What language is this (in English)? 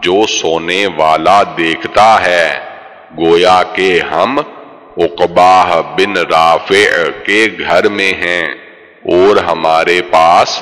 Urdu